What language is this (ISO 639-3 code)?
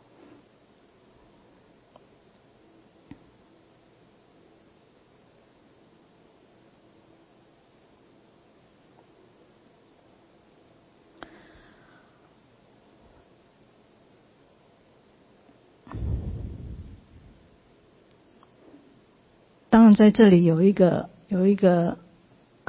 zho